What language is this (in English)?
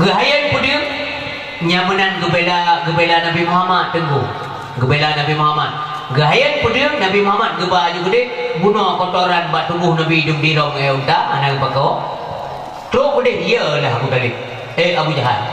Achinese